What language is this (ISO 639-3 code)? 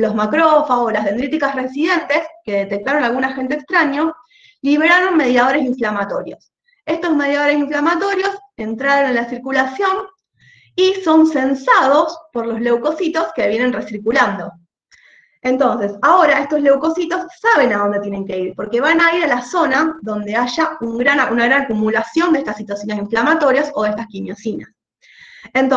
spa